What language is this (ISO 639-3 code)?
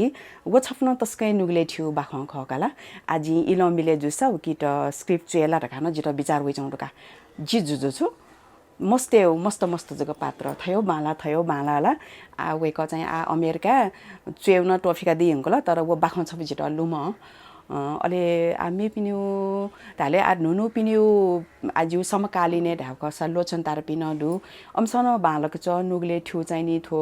new